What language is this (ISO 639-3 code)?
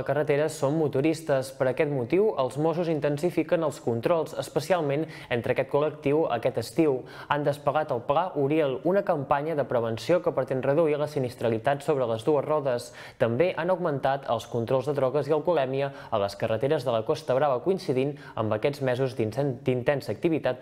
cat